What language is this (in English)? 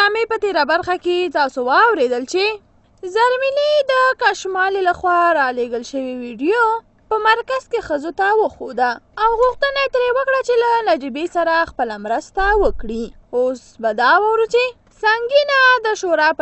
Pashto